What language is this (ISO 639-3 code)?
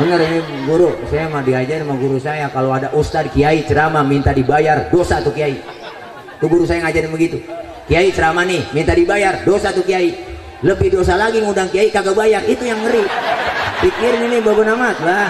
bew